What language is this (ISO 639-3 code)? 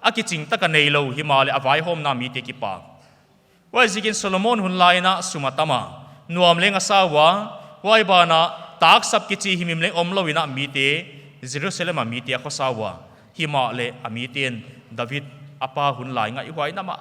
pck